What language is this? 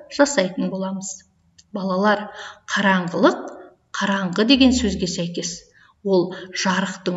Kazakh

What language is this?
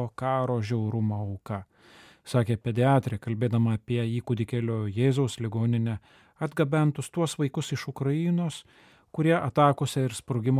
Lithuanian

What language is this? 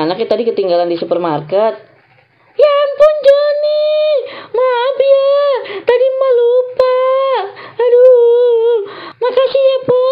Betawi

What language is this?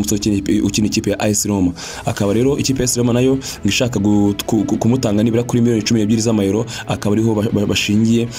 Kinyarwanda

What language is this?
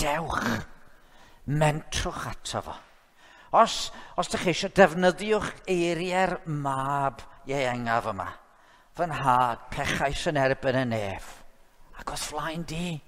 Welsh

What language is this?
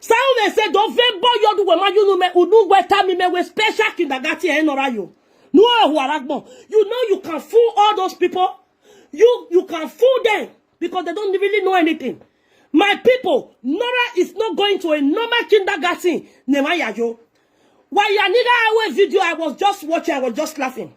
Nigerian Pidgin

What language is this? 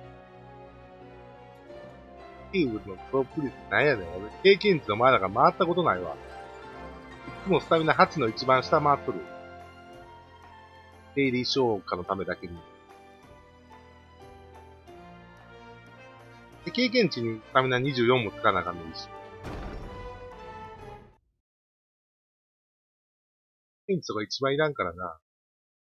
Japanese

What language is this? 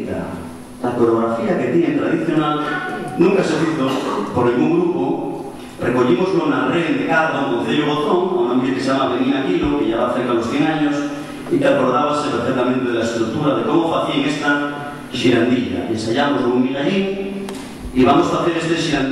Asturian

